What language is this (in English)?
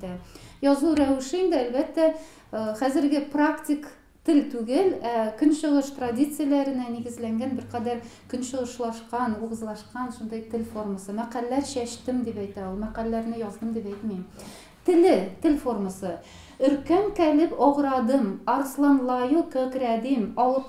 Tatar